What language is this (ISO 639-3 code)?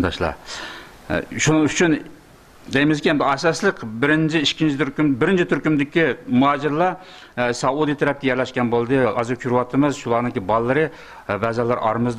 uig